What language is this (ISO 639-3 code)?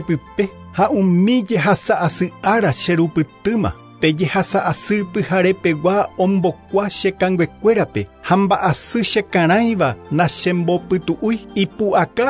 grn